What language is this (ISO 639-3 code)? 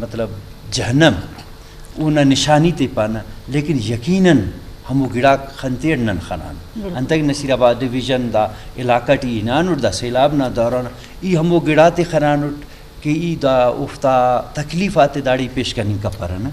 bgp